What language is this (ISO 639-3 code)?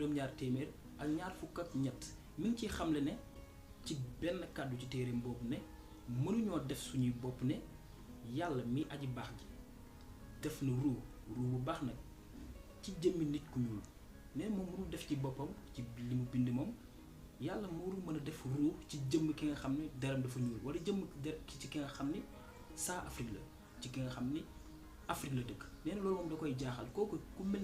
wol